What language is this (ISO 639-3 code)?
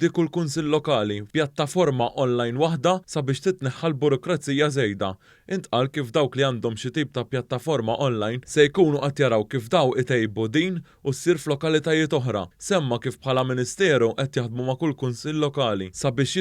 mlt